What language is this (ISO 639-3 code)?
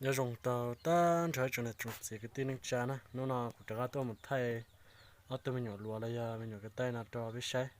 hmn